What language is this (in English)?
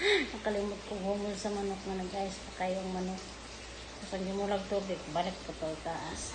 Cebuano